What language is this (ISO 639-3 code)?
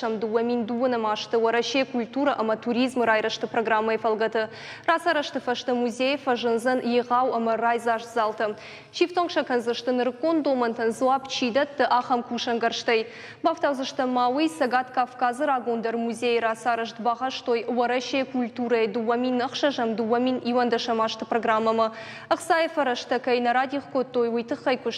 oss